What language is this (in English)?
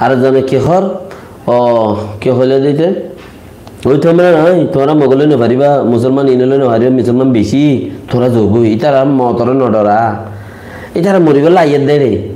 Rohingya